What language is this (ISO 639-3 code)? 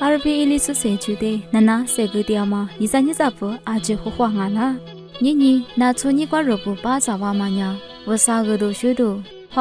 lis